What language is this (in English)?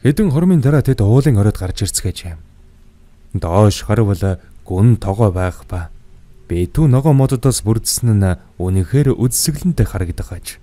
Mongolian